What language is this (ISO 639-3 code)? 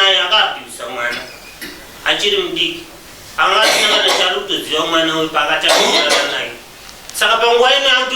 sna